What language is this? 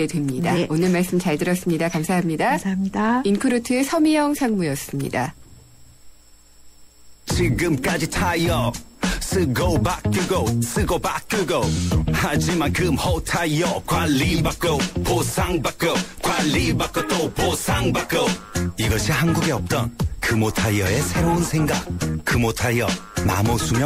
Korean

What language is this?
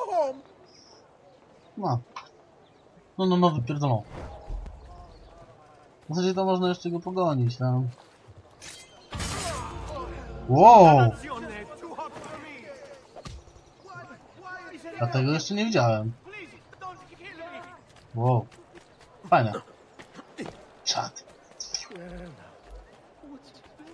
Polish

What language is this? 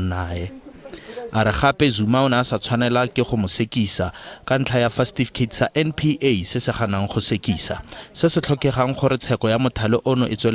Tswana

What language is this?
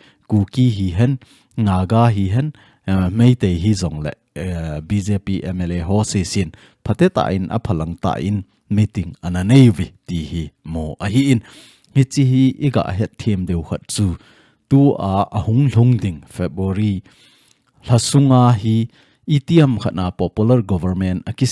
Thado Chin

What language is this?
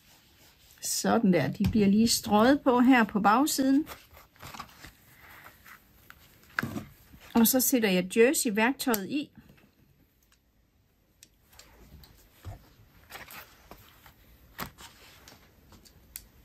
Danish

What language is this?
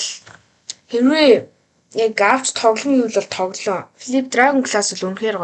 Mongolian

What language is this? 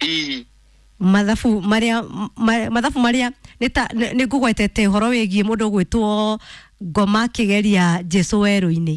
Kikuyu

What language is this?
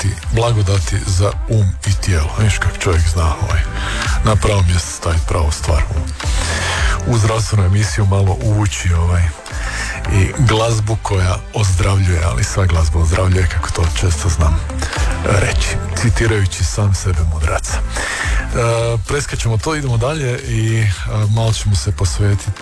Croatian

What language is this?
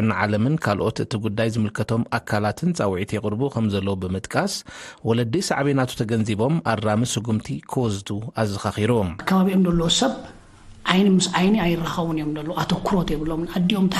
Tigrinya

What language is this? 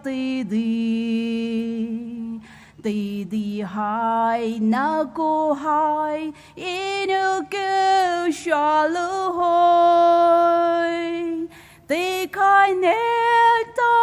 Poumei Naga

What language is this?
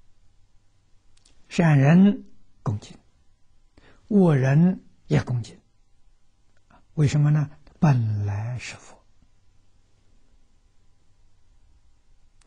Chinese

